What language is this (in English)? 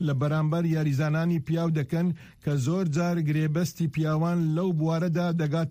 Central Kurdish